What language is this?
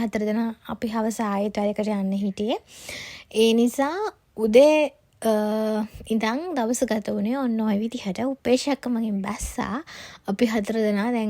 Sinhala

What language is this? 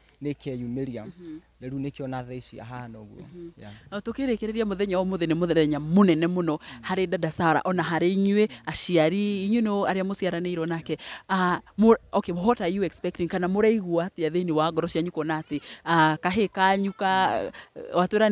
Kikuyu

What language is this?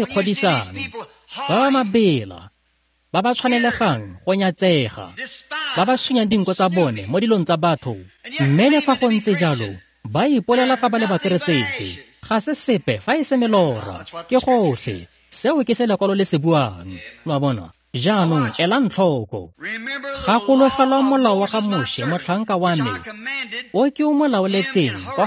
Tswana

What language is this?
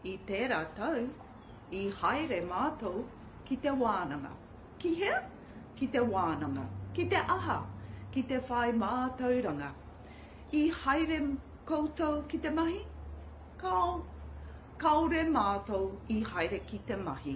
Māori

